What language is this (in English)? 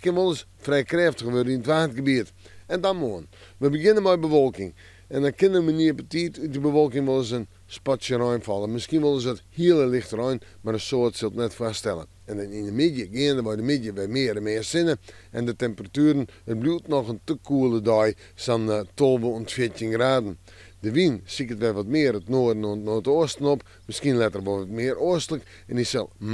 Western Frisian